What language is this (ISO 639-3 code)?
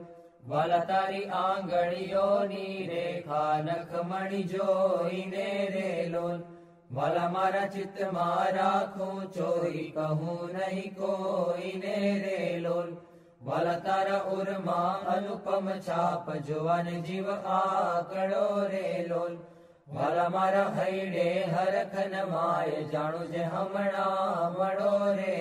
guj